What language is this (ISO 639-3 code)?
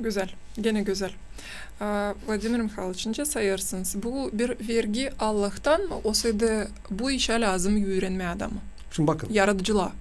gag